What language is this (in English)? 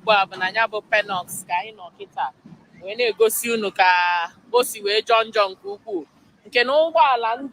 Igbo